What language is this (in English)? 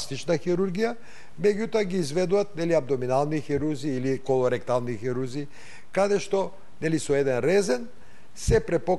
Macedonian